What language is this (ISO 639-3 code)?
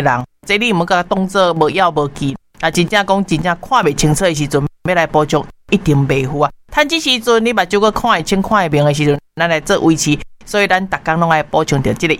nan